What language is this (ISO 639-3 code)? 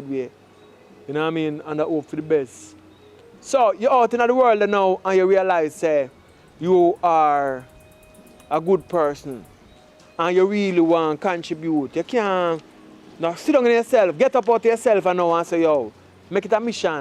jam